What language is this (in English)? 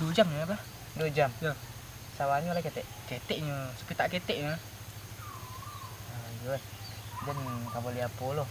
Minangkabau